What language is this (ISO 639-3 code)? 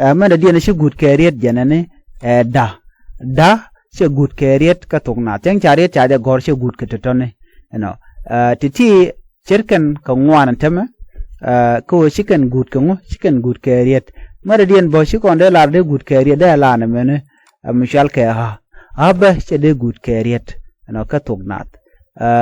nus